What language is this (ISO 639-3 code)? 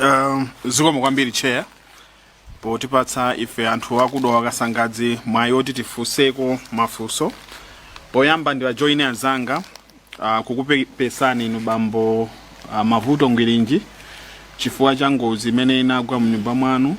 nya